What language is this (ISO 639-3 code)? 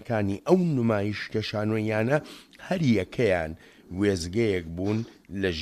ckb